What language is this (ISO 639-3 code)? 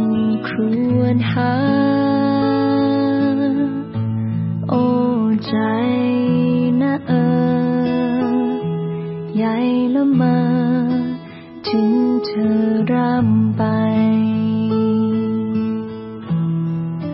tha